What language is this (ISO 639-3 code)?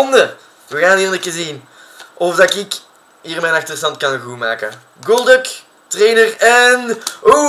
nld